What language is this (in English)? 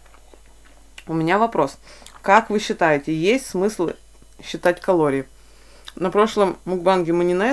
Russian